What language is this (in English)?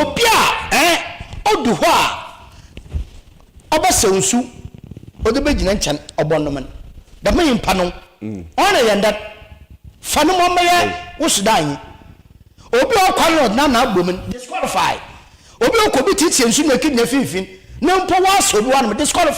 Akan